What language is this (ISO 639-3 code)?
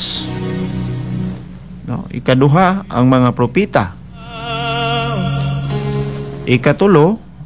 ceb